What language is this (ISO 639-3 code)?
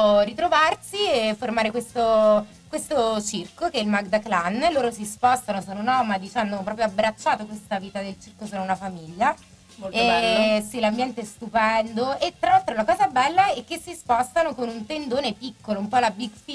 ita